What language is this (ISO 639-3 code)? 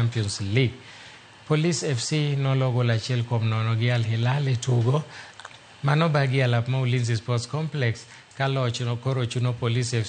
luo